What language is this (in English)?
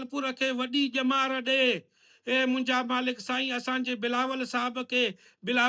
Sindhi